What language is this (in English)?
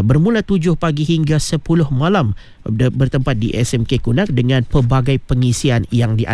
Malay